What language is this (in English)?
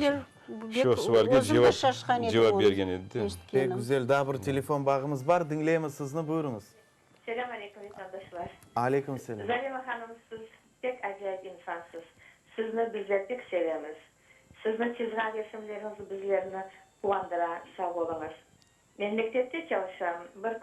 Crimean Tatar